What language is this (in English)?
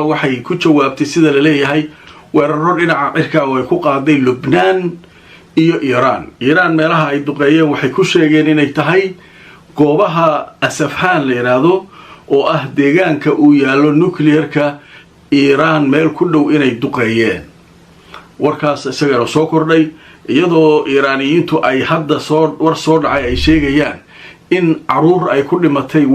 Somali